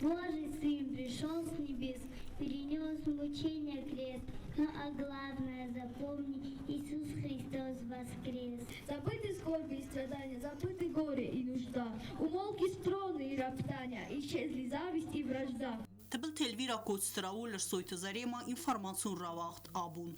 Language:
Ossetic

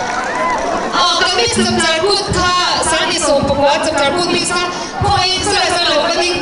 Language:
Vietnamese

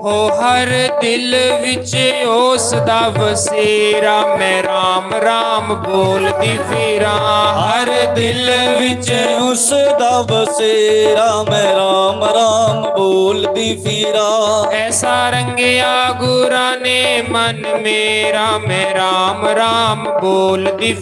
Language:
Dogri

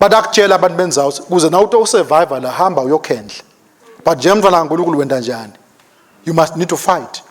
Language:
Swati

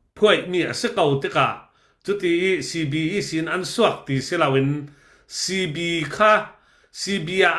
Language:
Falam Chin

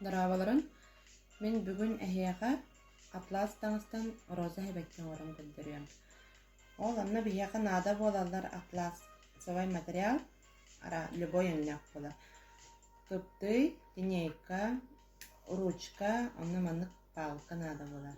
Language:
Yakut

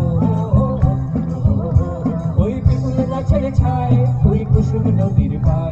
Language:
Bangla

